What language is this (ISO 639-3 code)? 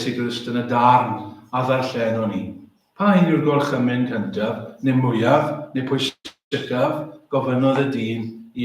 cym